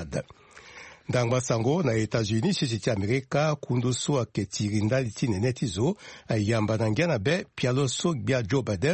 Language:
Sango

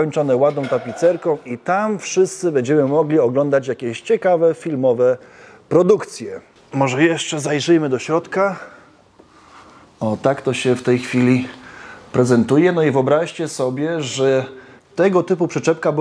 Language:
Polish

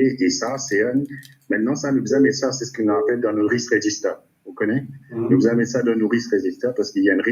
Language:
Morisyen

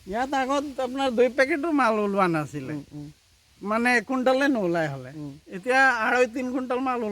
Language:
Assamese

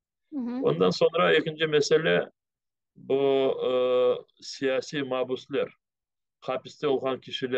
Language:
Crimean Tatar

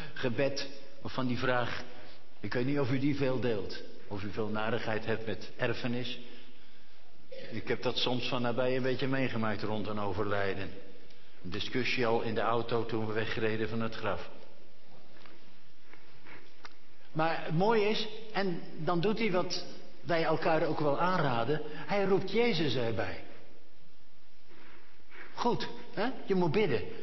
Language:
Dutch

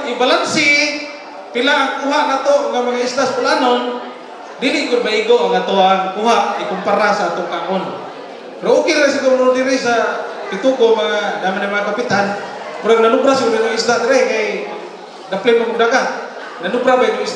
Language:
Cebuano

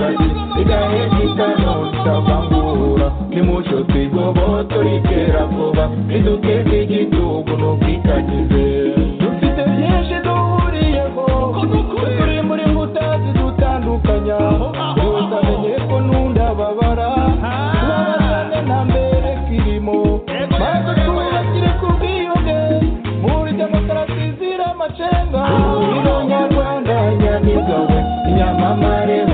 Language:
Kinyarwanda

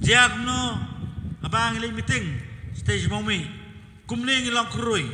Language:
Khasi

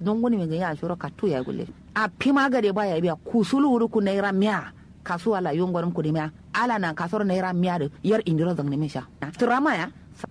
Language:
Kanuri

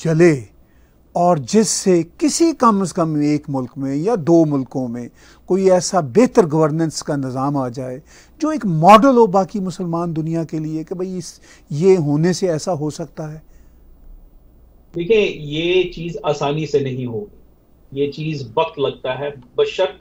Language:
Urdu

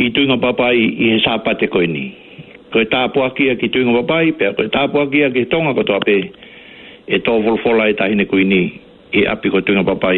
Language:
Tongan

